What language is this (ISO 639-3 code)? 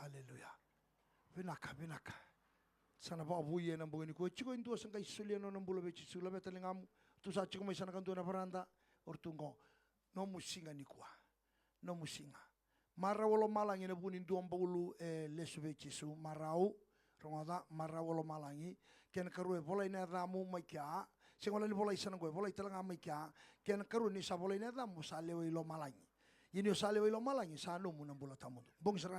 fij